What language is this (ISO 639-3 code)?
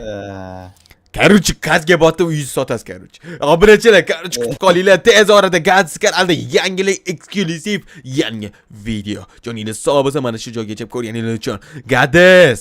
uzb